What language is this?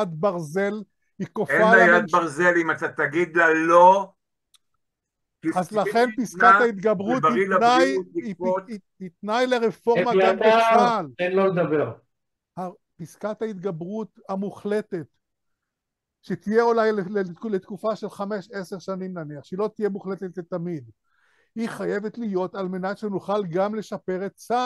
Hebrew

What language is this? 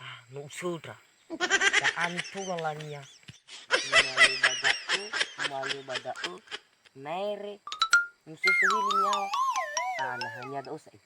Nias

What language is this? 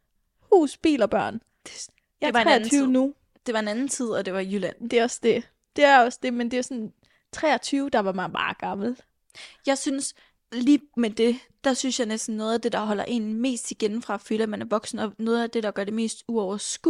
Danish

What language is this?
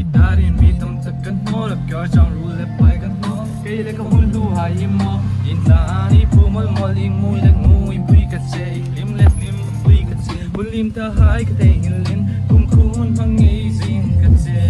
Mizo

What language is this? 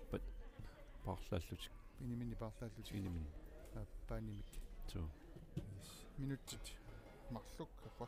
Kalaallisut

